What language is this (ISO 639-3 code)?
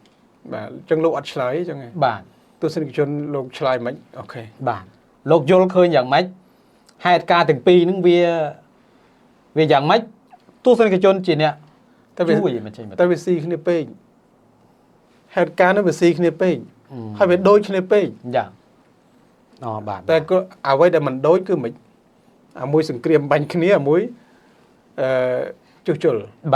khm